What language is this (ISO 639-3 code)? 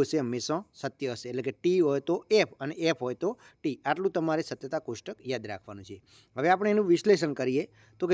guj